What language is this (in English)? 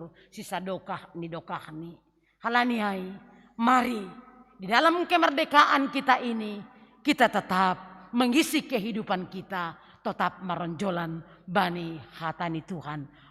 Batak Simalungun